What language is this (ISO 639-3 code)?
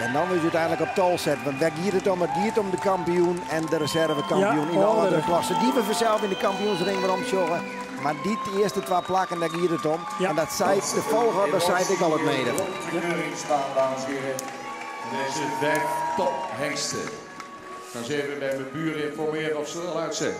fry